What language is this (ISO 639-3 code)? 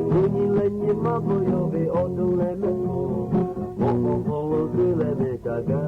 lhu